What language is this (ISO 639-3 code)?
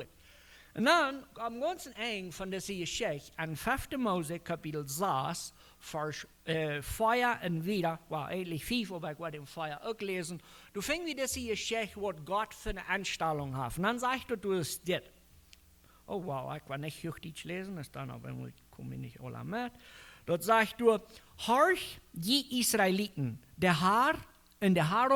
pdt